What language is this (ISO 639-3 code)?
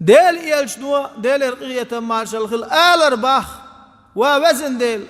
che